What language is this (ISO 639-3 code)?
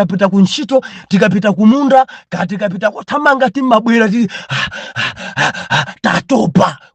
nya